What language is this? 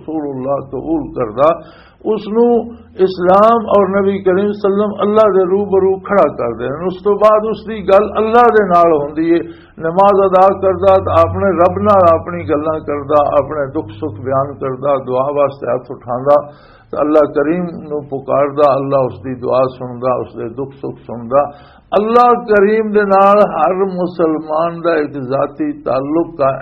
Western Panjabi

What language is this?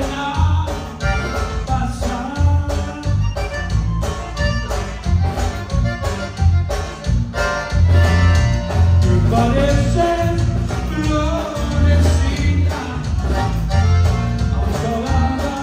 Spanish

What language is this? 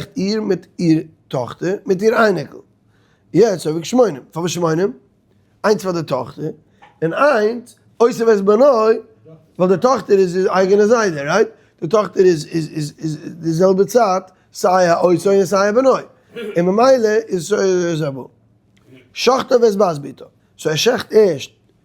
Yiddish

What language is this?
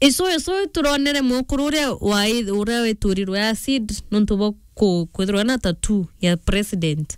Meru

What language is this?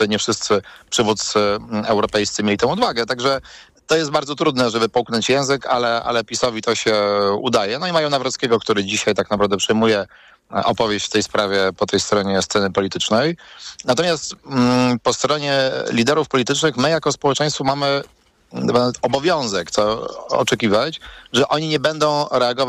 Polish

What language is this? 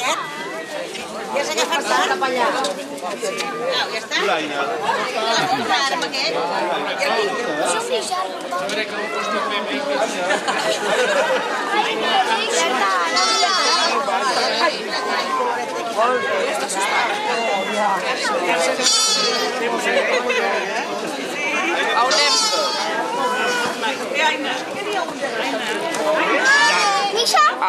Catalan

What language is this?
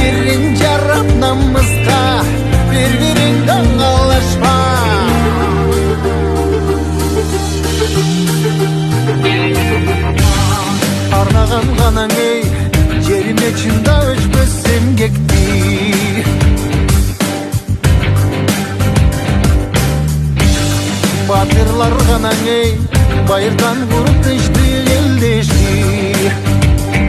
Kazakh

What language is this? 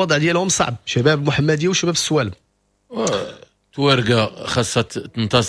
Moroccan Arabic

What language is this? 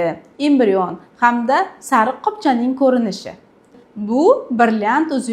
Uzbek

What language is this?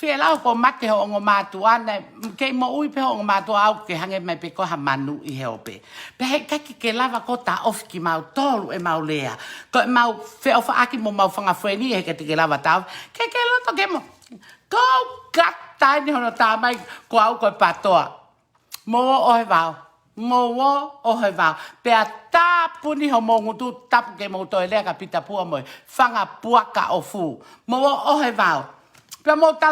Tongan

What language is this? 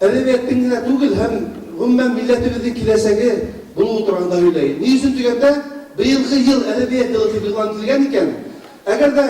Bashkir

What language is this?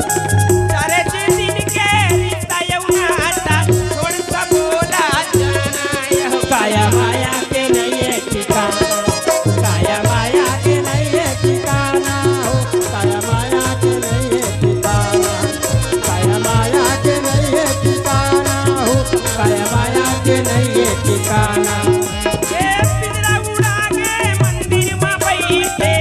Chhattisgarhi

